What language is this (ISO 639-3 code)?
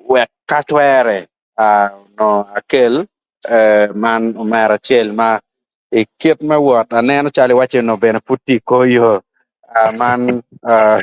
ach